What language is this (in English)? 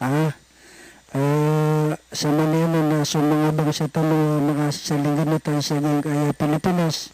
Maranao